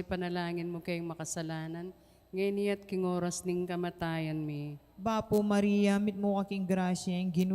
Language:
Pampanga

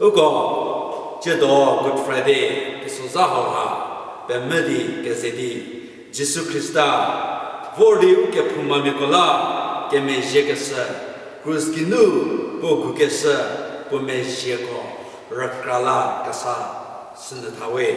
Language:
Angami Naga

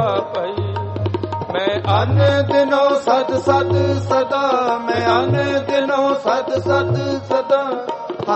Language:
Punjabi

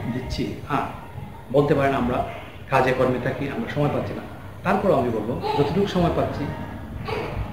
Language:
Bangla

